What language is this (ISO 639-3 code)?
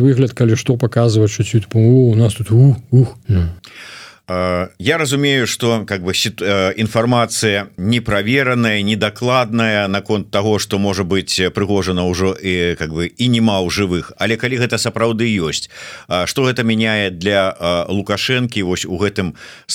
bel